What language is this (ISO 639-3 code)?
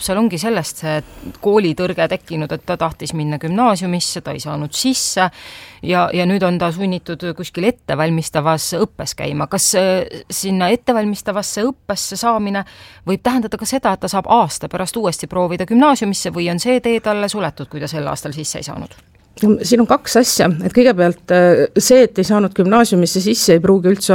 est